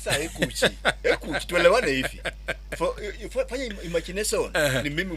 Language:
Gusii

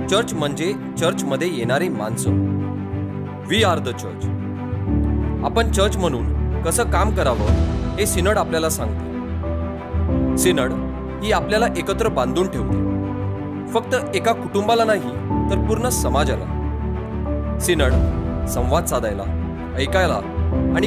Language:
Marathi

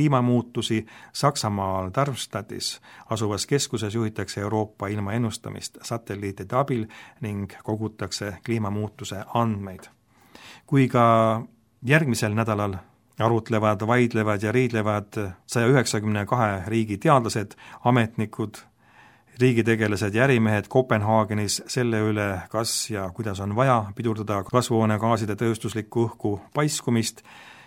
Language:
Estonian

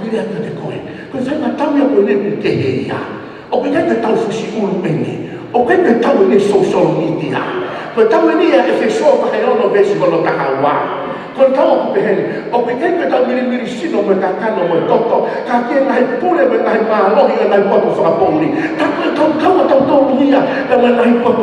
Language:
Tongan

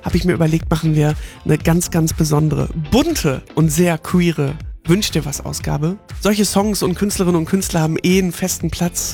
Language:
German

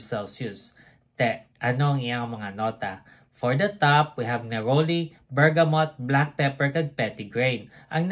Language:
Hiligaynon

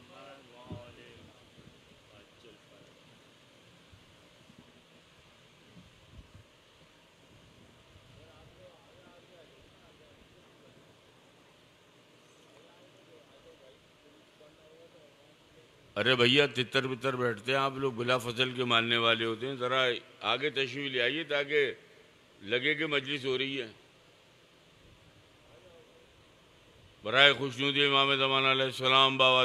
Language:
Urdu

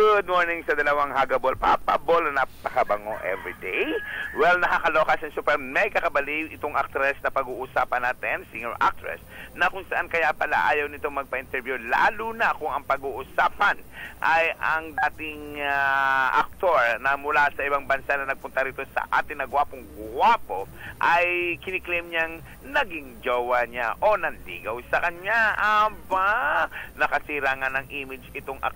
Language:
Filipino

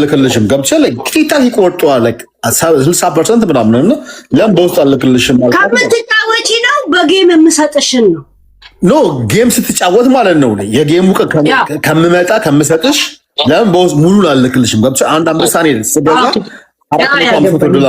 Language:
Amharic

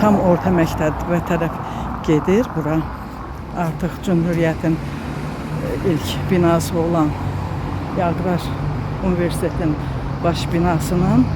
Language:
Azerbaijani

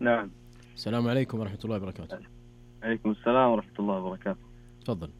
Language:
Najdi Arabic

